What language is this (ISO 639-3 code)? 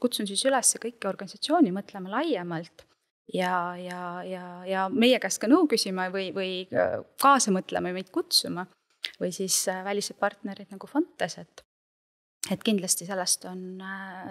est